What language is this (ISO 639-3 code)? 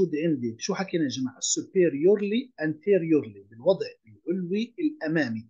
ajp